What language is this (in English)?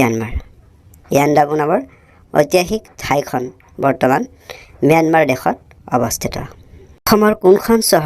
Assamese